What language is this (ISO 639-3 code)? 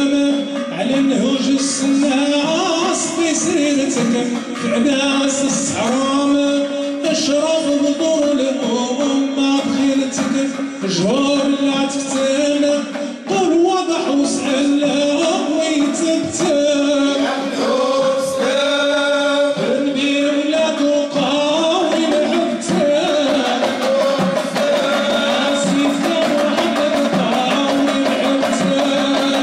ara